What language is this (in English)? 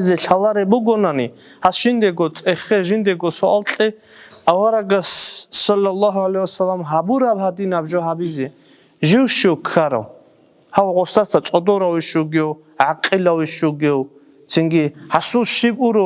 Avaric